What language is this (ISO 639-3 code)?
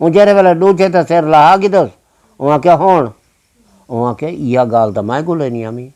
skr